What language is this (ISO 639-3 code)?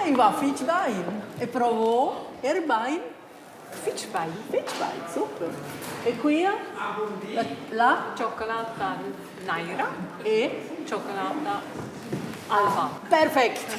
roh